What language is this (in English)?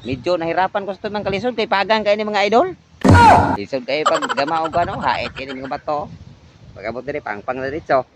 Cebuano